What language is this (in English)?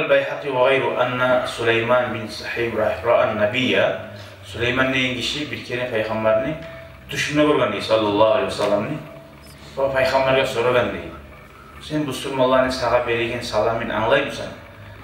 Kumyk